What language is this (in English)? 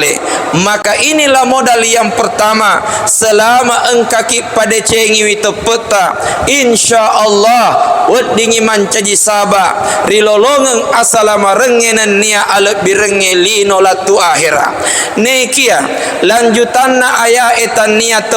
Buginese